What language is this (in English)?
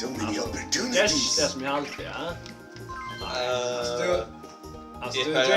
Faroese